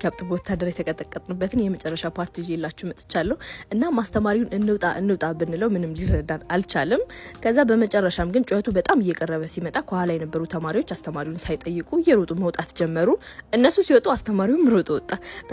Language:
Amharic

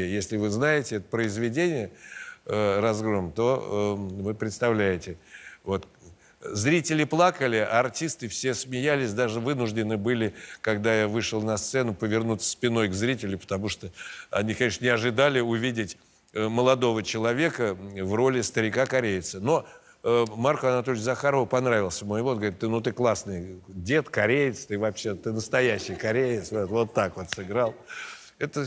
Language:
Russian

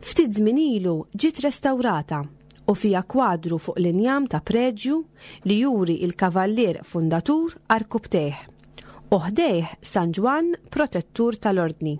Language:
Maltese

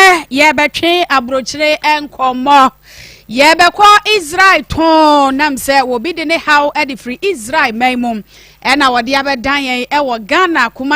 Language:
Akan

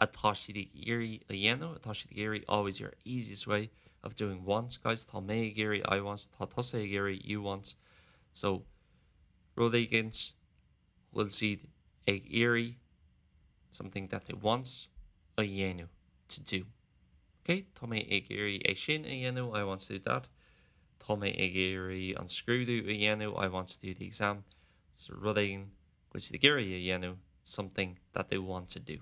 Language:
Irish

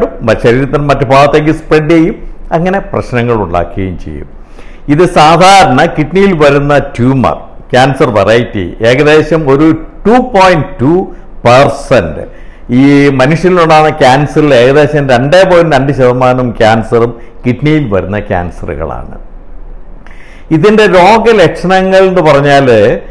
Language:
Malayalam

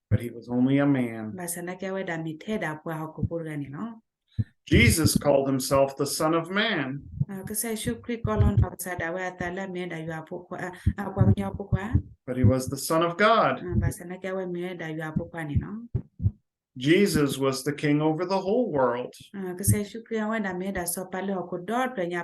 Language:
S'gaw Karen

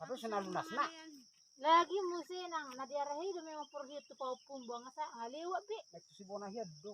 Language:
Batak Toba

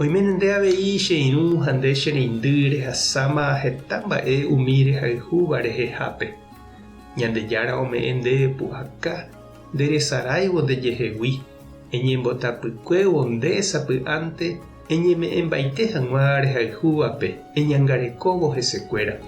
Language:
Guarani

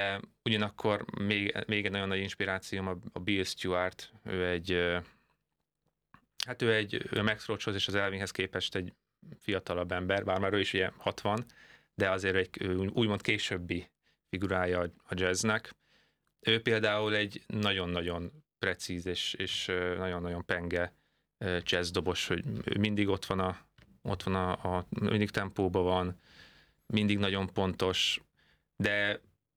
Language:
Hungarian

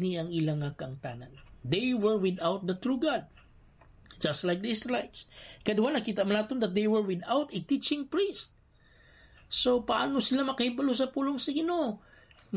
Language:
Hiligaynon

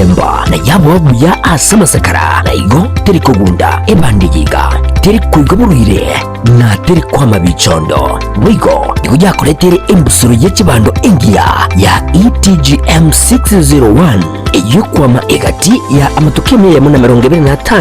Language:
Gusii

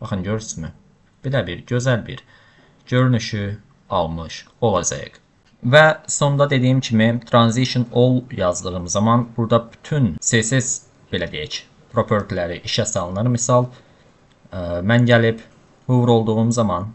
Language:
Azerbaijani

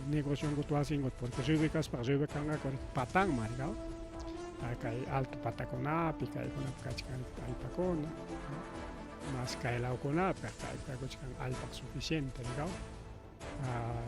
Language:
Ayacucho Quechua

